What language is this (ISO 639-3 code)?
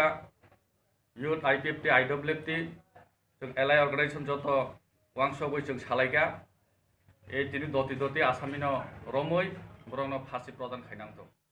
trp